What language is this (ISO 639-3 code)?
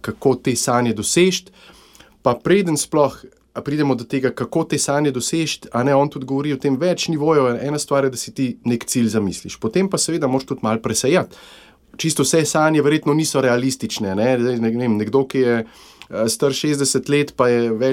slv